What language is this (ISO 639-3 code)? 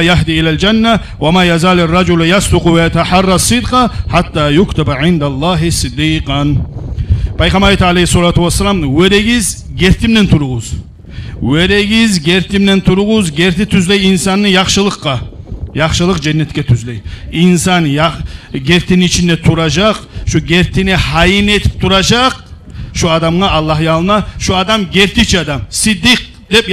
kum